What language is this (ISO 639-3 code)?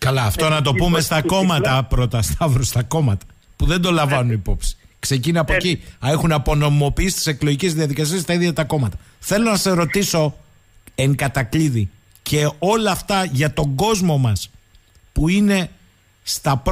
ell